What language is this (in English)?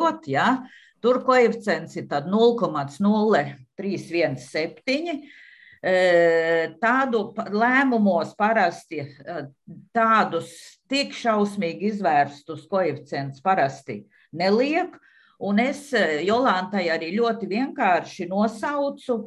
Latvian